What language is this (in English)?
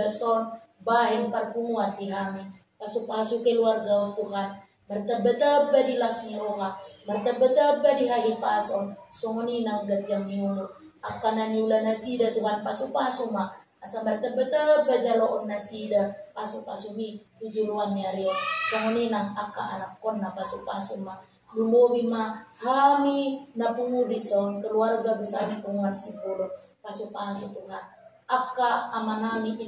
Batak Toba